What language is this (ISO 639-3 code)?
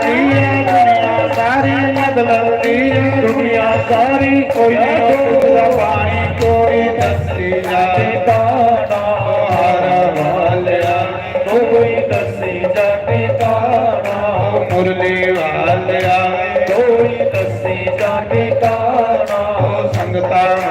doi